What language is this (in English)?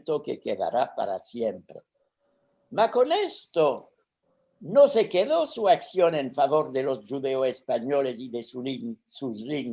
Ladino